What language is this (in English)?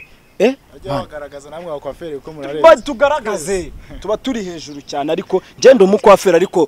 Kinyarwanda